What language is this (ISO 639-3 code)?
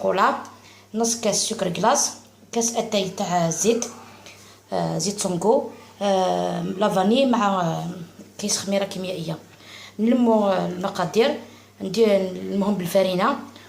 arq